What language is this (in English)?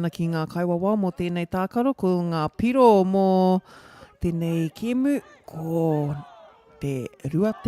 Māori